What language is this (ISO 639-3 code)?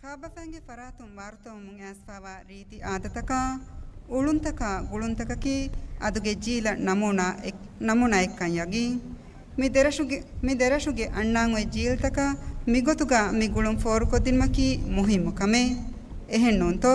div